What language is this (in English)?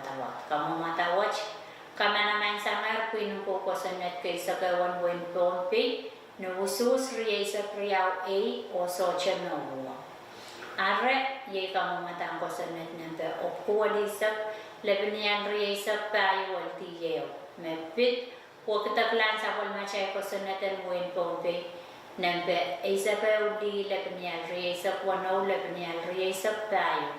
Pohnpeian